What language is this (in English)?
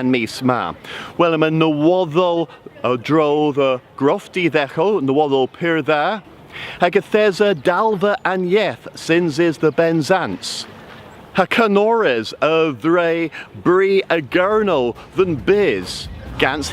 Cornish